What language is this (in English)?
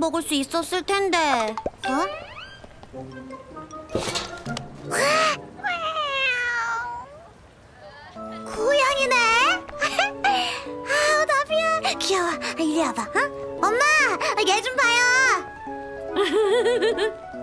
Korean